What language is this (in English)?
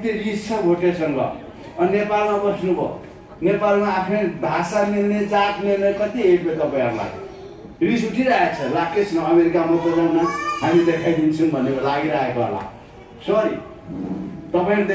Nepali